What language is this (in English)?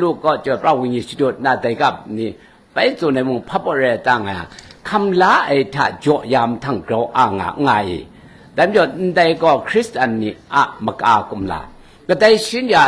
Kachin